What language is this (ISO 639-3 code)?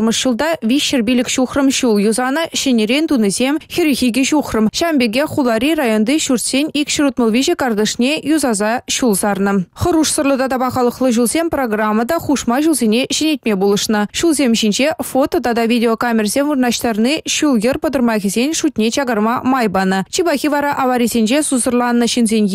chv